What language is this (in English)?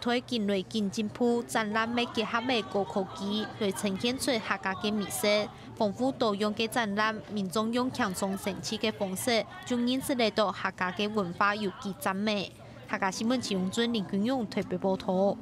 Hakka Chinese